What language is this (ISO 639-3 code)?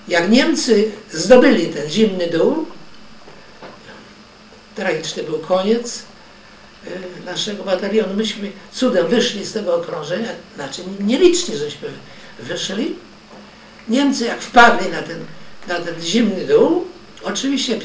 pol